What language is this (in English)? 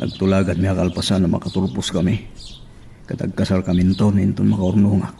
Iloko